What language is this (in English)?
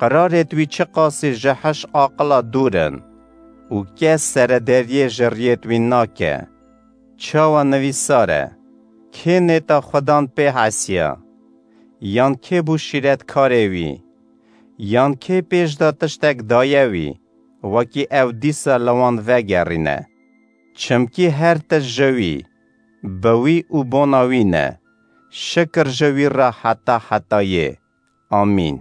Kurdish